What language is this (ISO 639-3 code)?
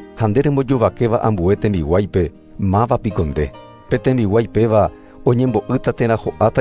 grn